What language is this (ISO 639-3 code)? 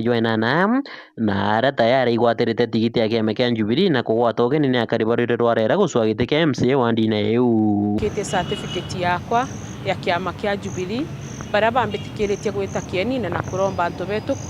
mer